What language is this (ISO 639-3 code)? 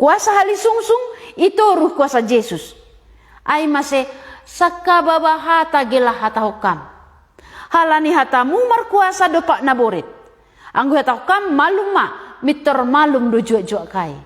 bts